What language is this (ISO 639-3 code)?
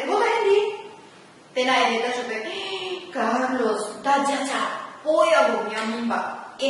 grn